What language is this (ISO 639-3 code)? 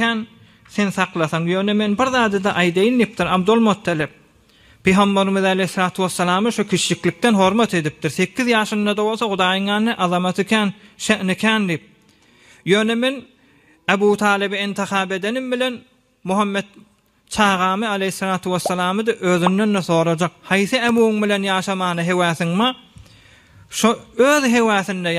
tuk